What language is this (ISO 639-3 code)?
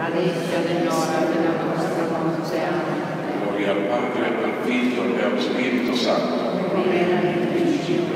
ita